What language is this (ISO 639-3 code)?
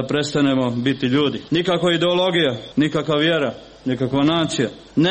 hrv